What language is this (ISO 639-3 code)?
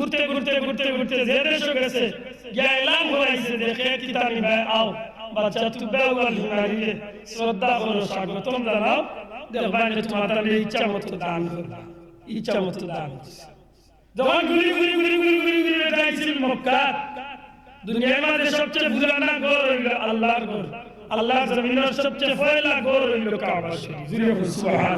syl